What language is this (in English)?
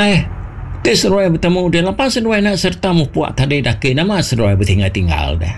Iban